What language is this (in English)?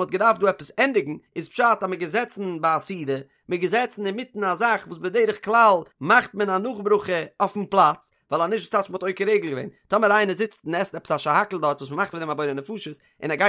Yiddish